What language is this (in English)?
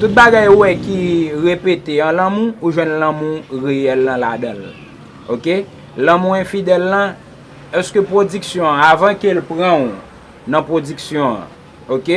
Haitian Creole